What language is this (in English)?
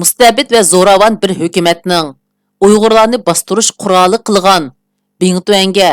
Uyghur